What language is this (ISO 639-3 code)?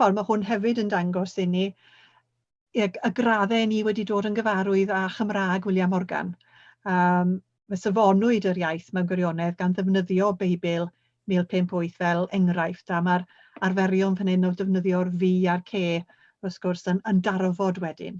cym